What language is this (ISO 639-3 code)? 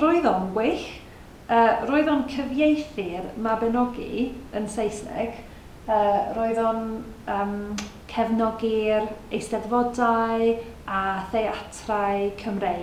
cym